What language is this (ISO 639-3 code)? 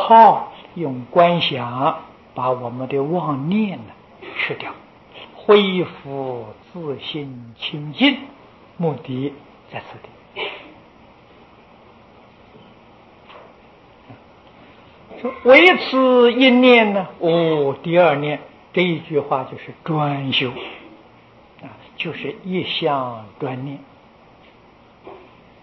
zho